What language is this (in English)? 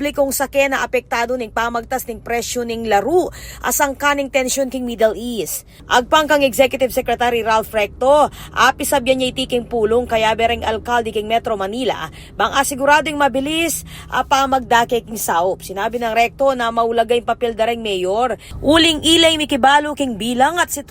Pampanga